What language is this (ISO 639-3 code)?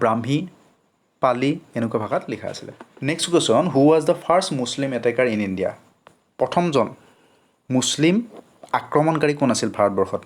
asm